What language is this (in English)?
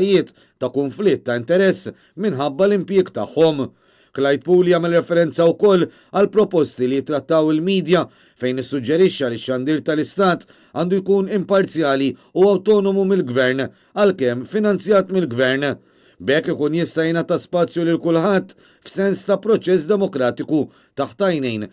Maltese